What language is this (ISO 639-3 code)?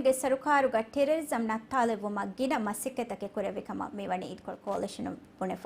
div